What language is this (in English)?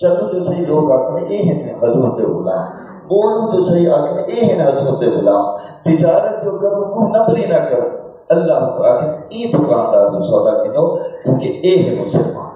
Saraiki